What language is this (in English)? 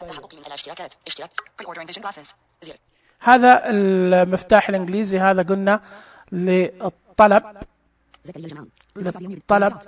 Najdi Arabic